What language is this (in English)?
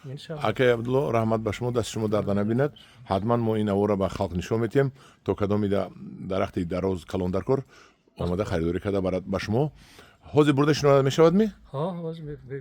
Tajik